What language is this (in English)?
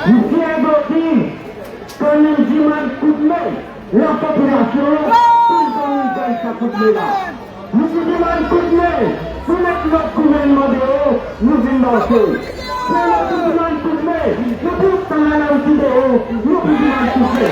Morisyen